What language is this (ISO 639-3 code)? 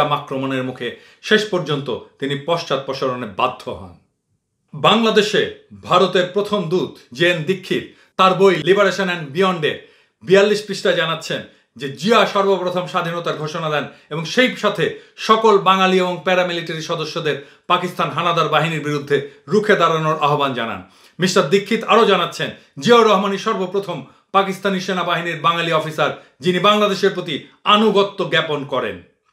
ben